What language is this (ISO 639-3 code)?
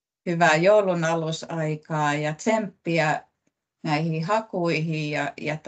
fin